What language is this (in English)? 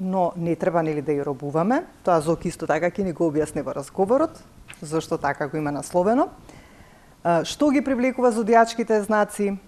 Macedonian